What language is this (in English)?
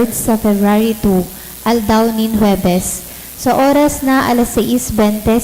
Bikol